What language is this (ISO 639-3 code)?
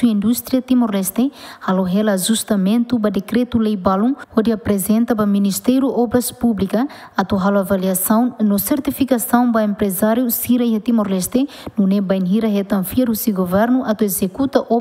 tet